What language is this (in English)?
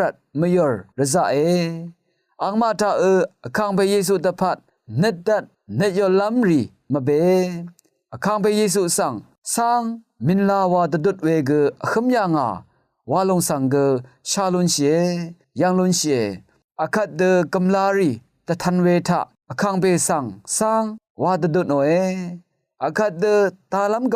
Rawang